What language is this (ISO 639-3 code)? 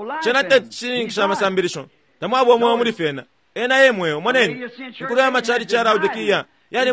bem